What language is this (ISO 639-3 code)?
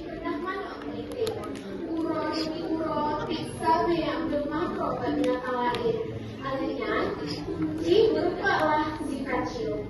ace